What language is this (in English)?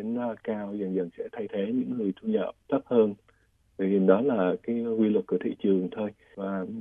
Vietnamese